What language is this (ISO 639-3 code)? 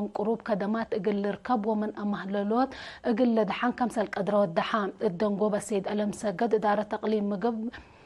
tig